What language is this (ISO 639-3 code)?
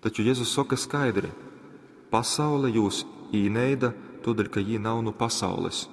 ltg